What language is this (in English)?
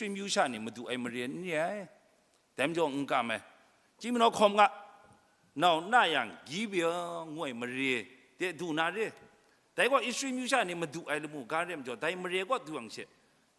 Kachin